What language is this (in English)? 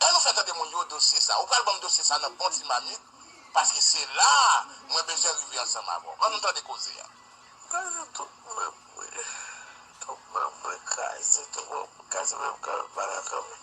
Haitian Creole